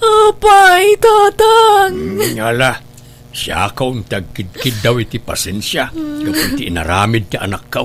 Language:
Iloko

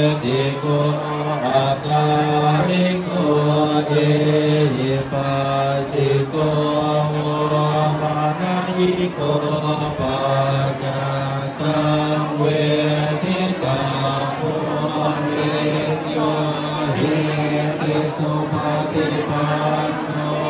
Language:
Pali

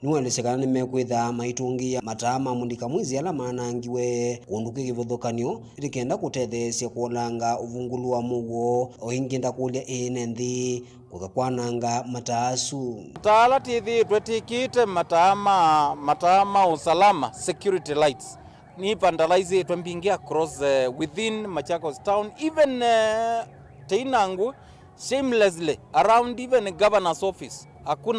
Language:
Kamba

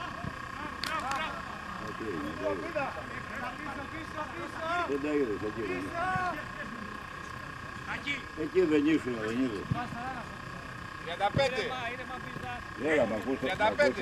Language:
Greek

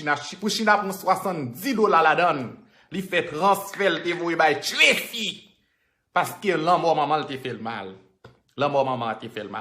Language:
Haitian Creole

